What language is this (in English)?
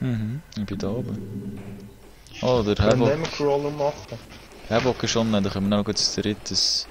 Swiss German